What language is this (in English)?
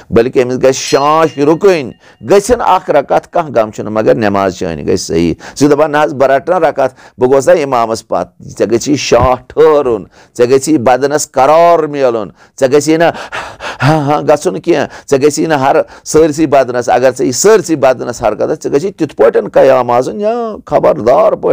Kashmiri